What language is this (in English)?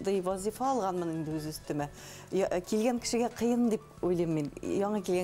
Bashkir